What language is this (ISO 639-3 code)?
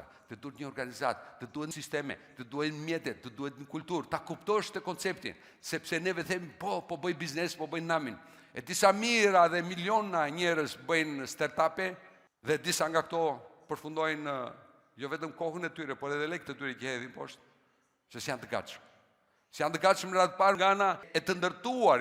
sqi